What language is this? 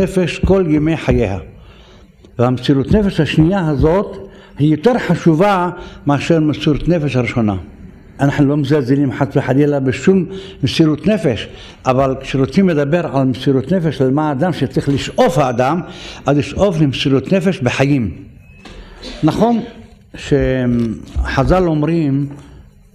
Hebrew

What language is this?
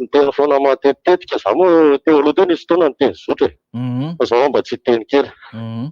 Malagasy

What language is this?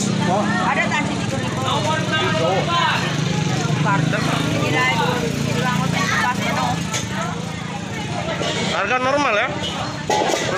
Indonesian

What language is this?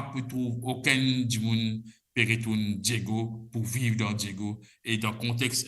Morisyen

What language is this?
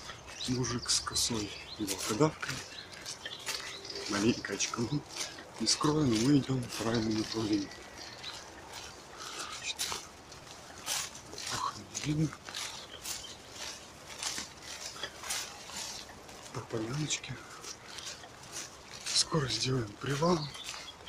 Russian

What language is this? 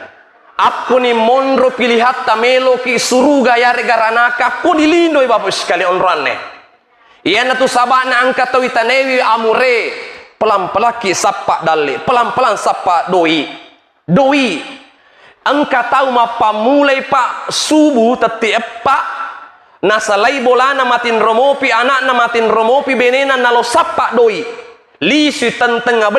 Buginese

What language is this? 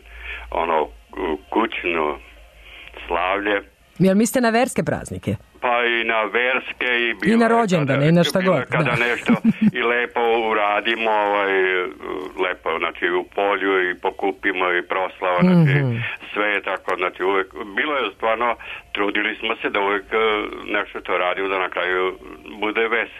Serbian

